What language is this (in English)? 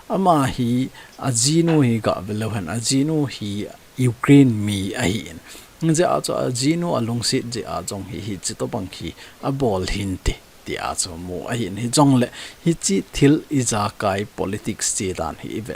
Thado Chin